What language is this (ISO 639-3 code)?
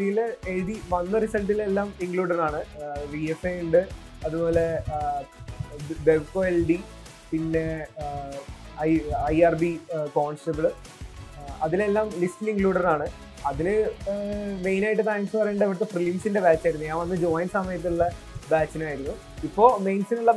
mal